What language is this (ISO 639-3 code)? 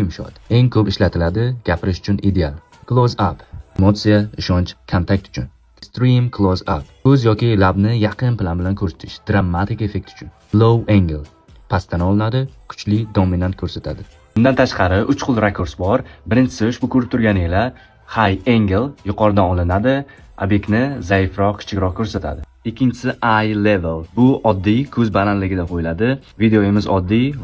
uzb